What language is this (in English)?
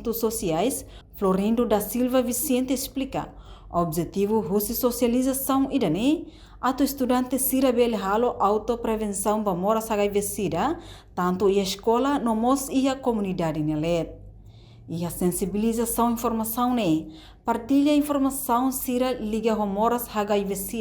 Tetum